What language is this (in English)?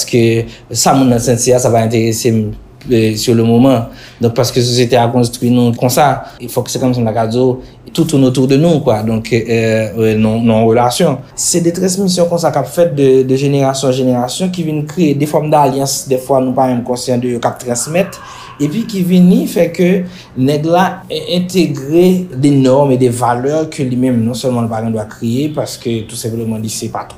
Haitian Creole